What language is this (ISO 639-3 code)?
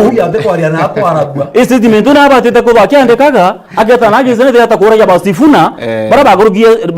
mer